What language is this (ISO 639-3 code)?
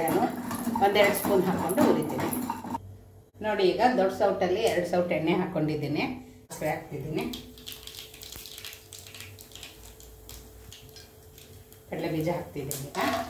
kan